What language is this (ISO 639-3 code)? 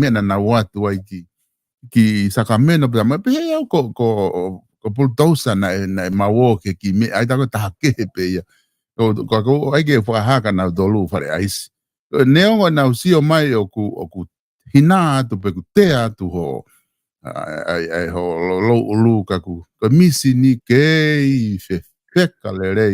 ton